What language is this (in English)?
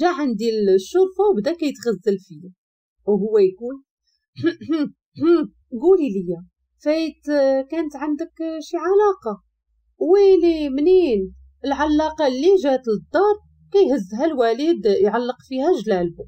Moroccan Arabic